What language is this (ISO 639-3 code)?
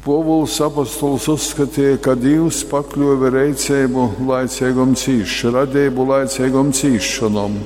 ltg